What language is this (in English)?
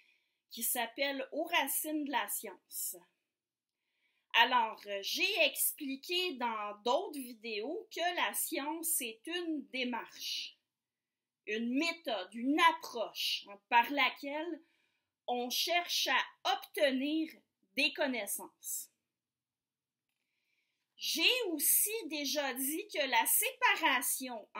French